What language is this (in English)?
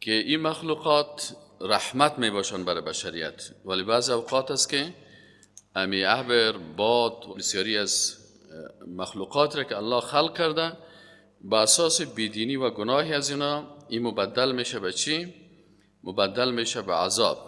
Persian